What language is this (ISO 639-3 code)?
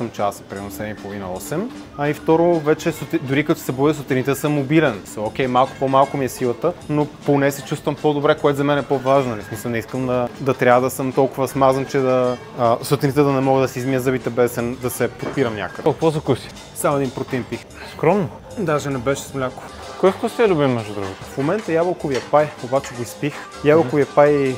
bul